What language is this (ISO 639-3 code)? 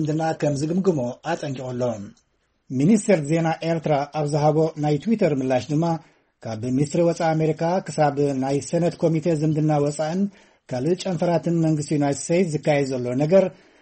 tir